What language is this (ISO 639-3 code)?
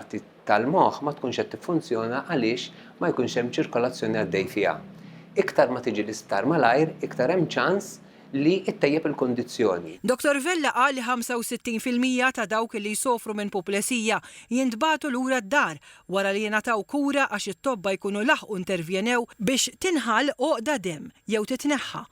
mlt